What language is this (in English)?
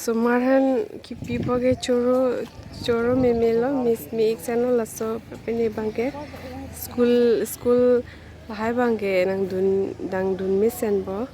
Karbi